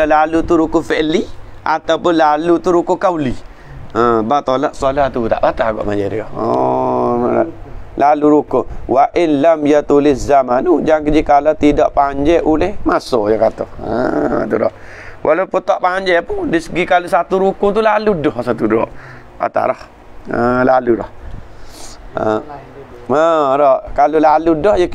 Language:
Malay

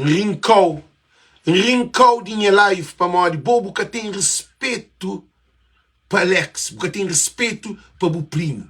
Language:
Kabuverdianu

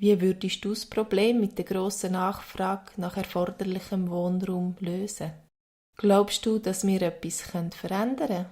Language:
Swiss German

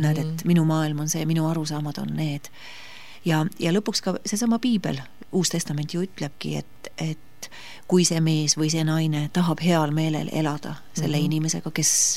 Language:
Estonian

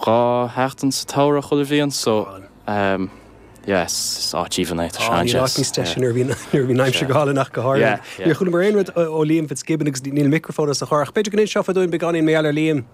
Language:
Irish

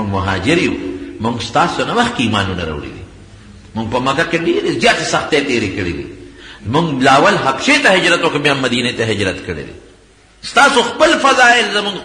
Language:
Pashto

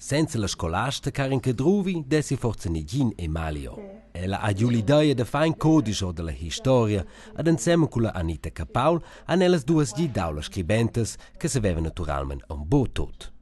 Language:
Romansh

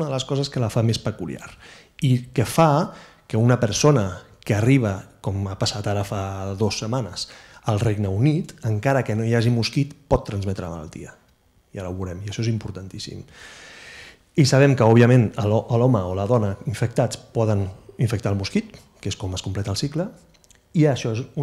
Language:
Catalan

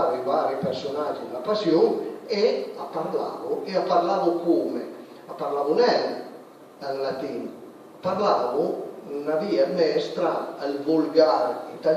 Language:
Piedmontese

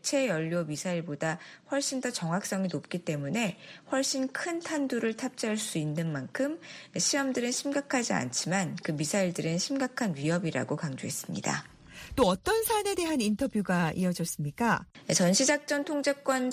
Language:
Korean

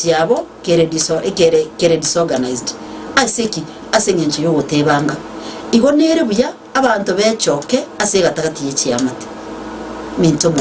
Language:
Gusii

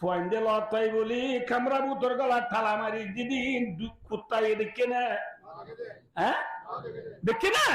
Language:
Rohingya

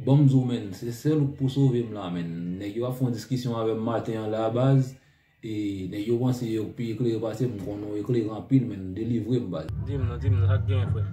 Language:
Haitian Creole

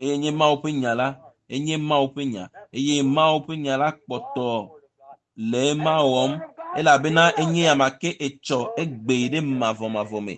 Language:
Ewe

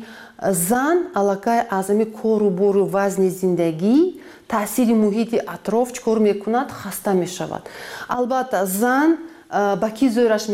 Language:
Tajik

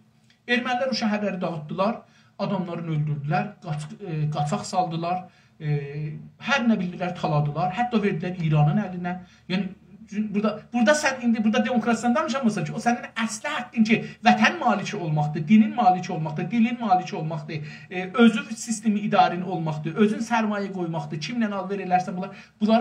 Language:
South Azerbaijani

